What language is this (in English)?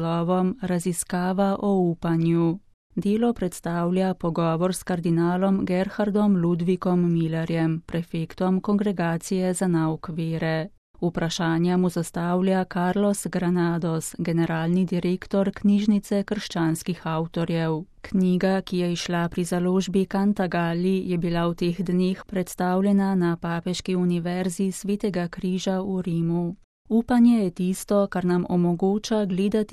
Slovenian